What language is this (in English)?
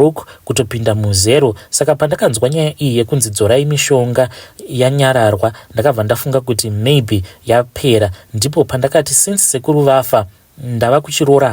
Shona